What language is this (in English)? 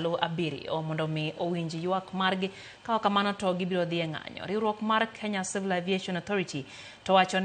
Luo (Kenya and Tanzania)